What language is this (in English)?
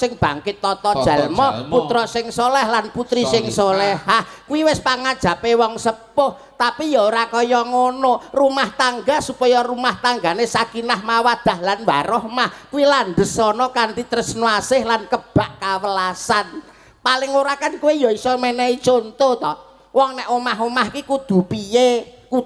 Javanese